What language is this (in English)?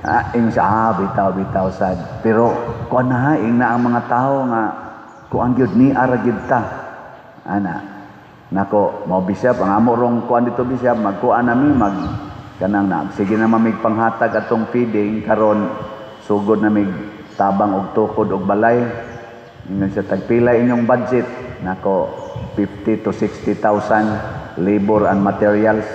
Cebuano